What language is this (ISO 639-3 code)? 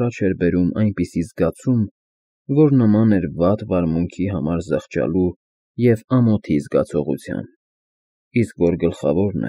hye